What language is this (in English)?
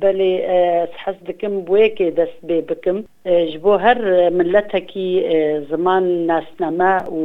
Kurdish